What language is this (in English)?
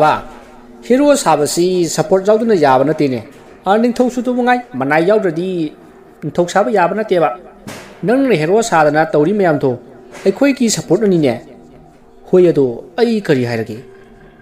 Manipuri